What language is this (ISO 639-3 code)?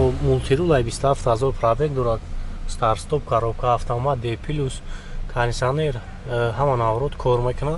tgk